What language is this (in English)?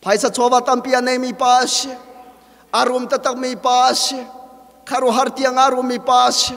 Hakha Chin